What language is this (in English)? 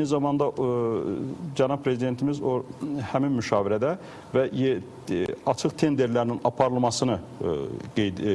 Azerbaijani